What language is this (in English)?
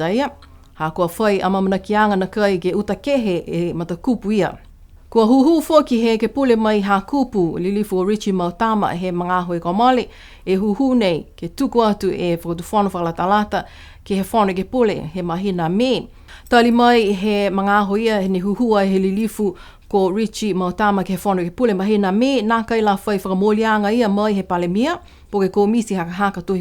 Niuean